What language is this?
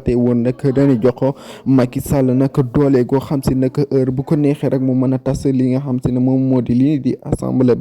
Wolof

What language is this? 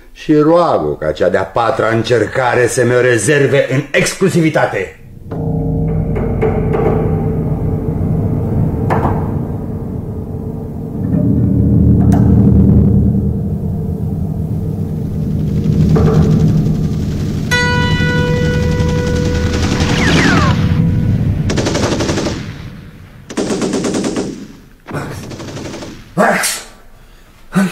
Romanian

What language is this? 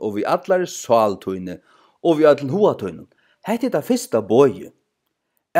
Faroese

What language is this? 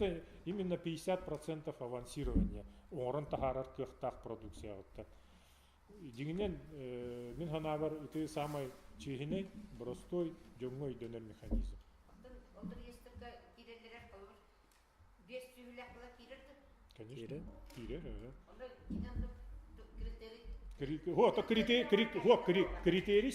Yakut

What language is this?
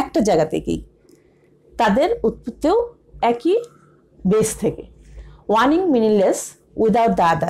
Bangla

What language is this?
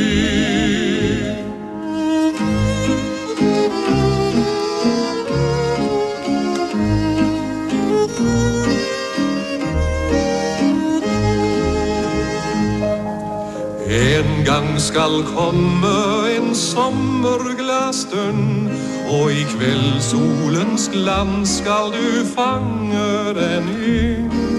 Norwegian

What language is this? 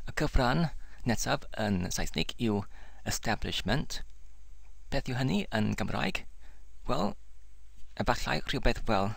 Welsh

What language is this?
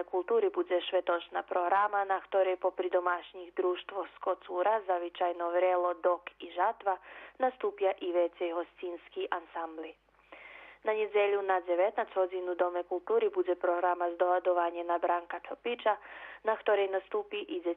Rusyn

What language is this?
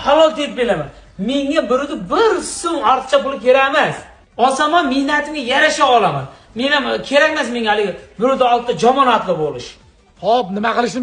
Uzbek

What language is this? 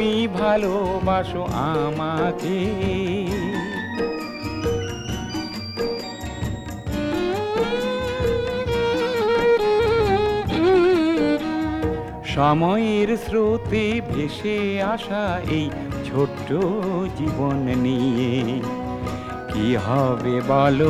Bangla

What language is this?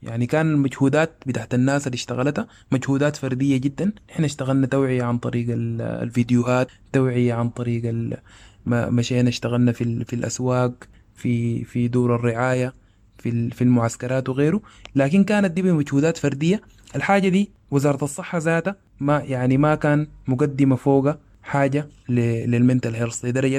Sudanese Arabic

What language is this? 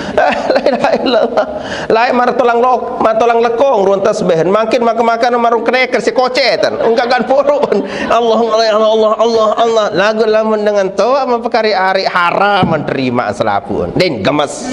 Sasak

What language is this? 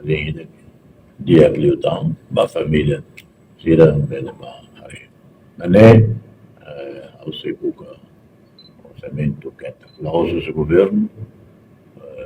Tetum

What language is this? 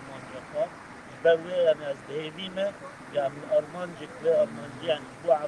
Kurdish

